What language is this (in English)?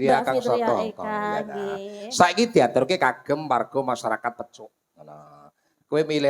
Javanese